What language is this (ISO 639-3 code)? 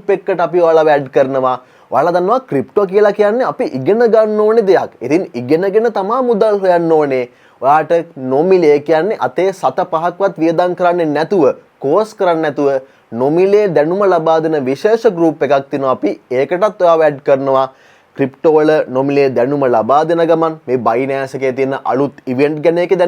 sin